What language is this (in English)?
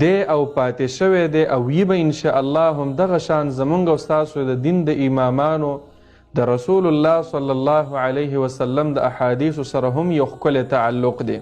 Pashto